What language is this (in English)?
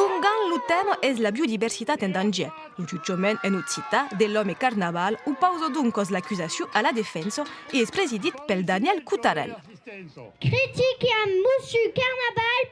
Occitan